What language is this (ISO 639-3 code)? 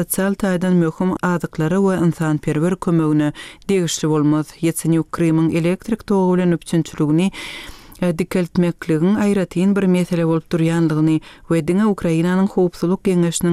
tuk